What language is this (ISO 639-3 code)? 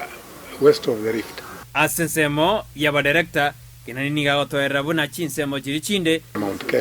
guz